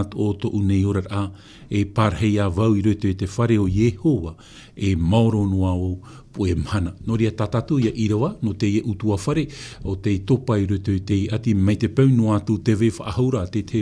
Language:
Tahitian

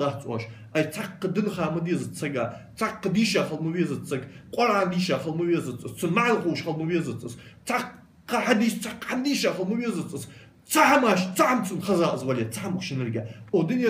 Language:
Ingush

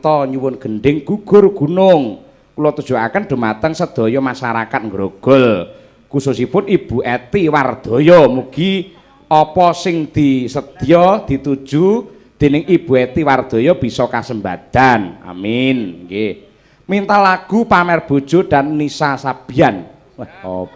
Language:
Javanese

